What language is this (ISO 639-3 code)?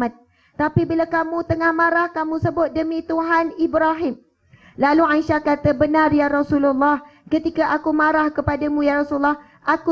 msa